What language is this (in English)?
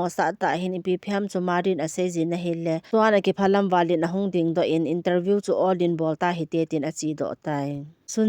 Thado Chin